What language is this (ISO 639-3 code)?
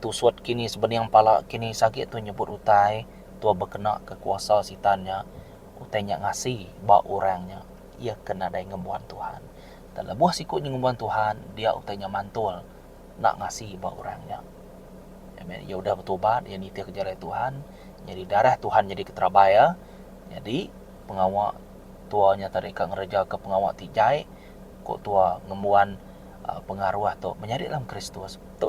iba